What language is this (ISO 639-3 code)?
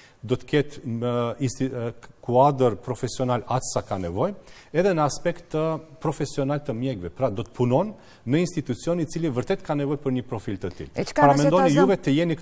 sqi